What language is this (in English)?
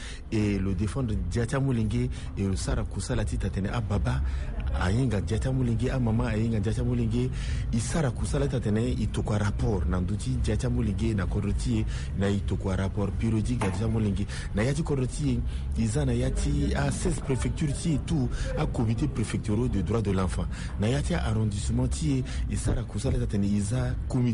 Sango